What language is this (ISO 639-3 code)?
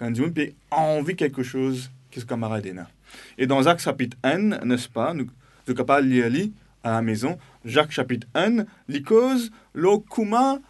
mfe